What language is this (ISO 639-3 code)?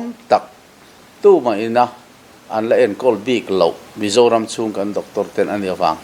lus